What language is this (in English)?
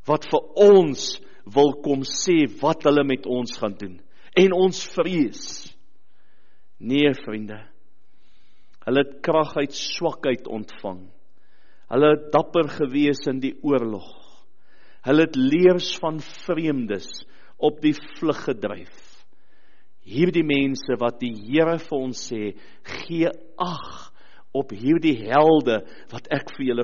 Afrikaans